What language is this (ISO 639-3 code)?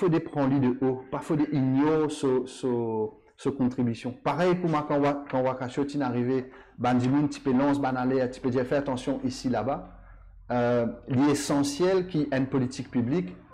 mfe